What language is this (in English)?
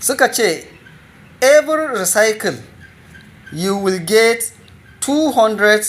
Hausa